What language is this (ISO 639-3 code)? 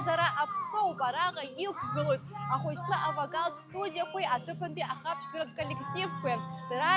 abk